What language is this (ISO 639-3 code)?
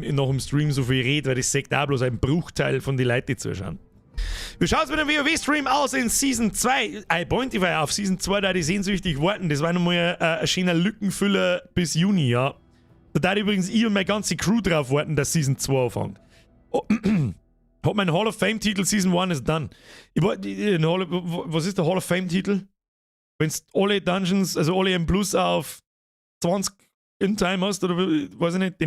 bar